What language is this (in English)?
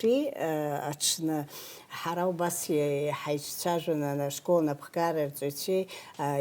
Abkhazian